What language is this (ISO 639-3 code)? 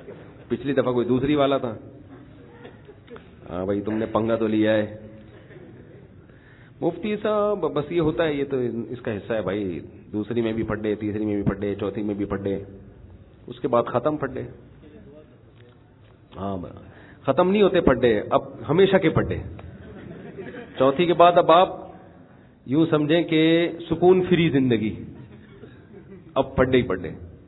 urd